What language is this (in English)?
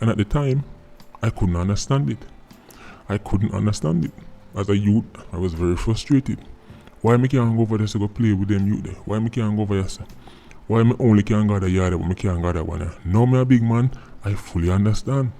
Jamaican Creole English